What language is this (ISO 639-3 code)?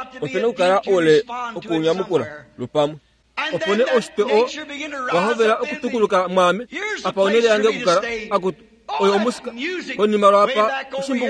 kua